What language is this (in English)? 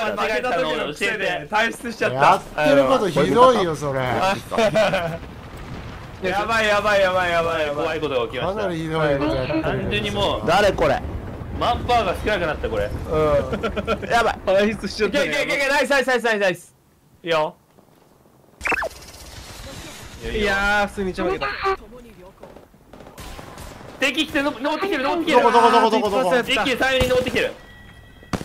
Japanese